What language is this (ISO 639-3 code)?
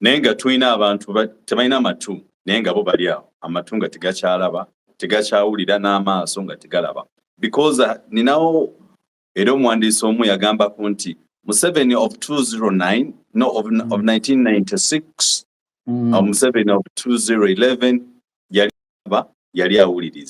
lug